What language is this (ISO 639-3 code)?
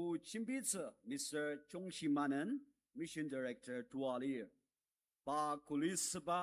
njo